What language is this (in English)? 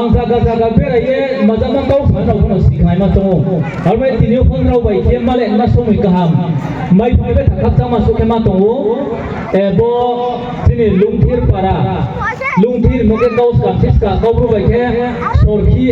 Riang (India)